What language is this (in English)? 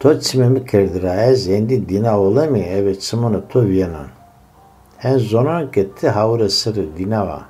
Zaza